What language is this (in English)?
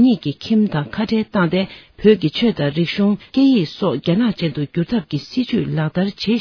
Tibetan